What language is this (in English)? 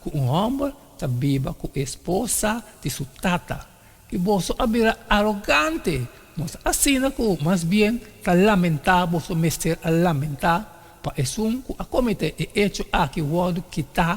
Papiamento